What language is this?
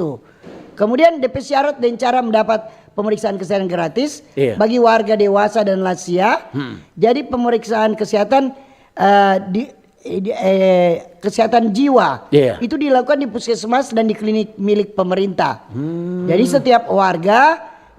Manado Malay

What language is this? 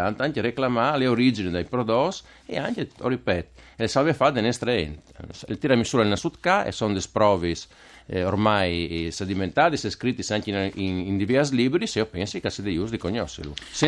Friulian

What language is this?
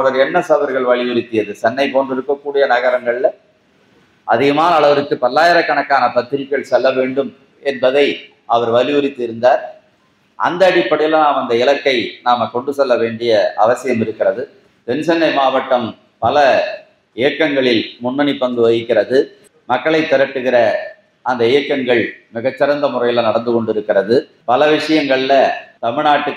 Tamil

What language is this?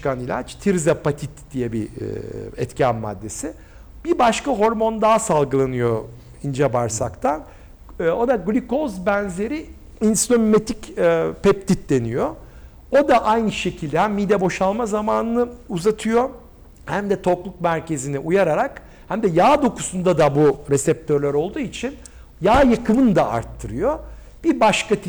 Turkish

